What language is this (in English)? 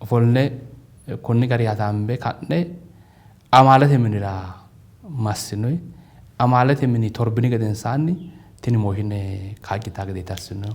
Sidamo